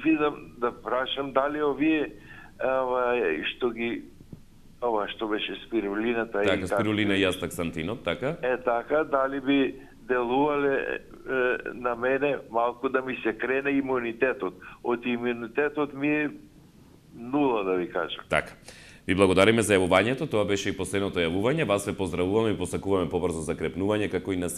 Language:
Macedonian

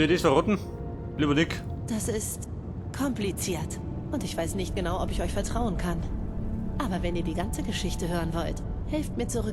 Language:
Bavarian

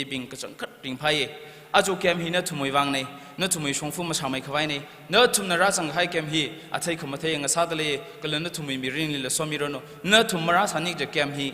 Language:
Tangkhul Naga (India)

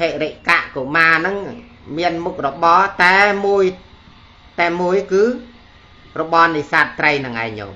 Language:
Khmer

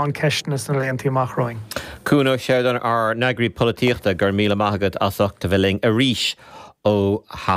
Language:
Irish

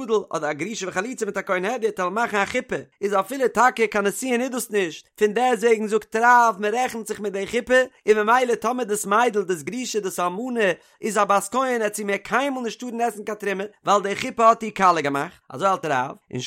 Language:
Yiddish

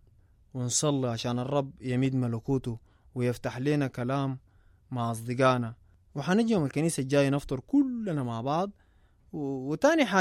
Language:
Sudanese Arabic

